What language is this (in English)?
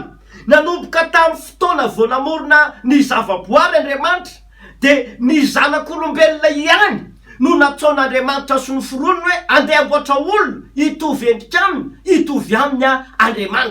Malagasy